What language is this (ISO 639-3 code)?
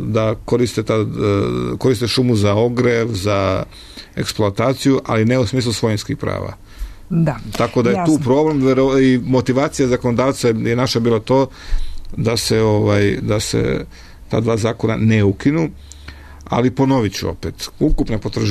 srp